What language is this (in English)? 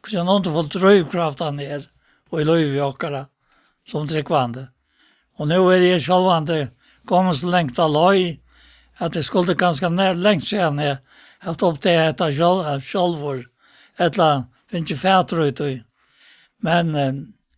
Faroese